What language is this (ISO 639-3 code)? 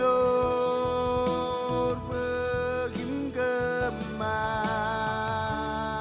mah